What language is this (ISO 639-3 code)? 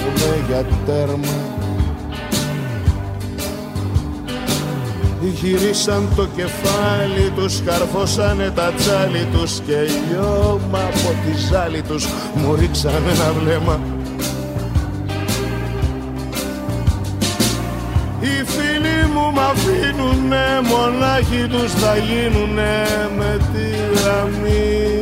ell